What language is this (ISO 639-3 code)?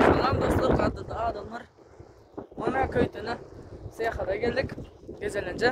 tuk